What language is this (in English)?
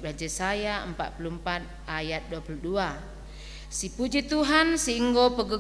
Batak Karo